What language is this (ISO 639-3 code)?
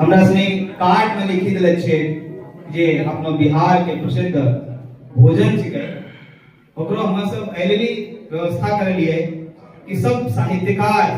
anp